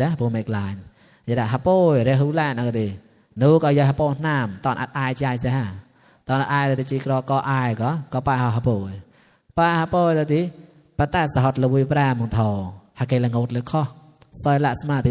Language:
Mon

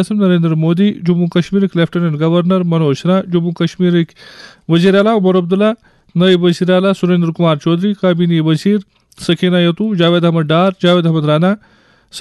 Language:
Kashmiri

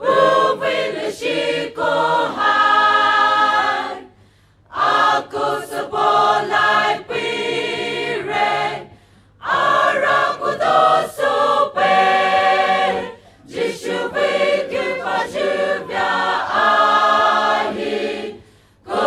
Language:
Poumei Naga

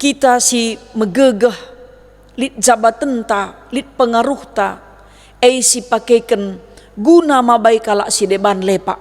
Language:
Batak Karo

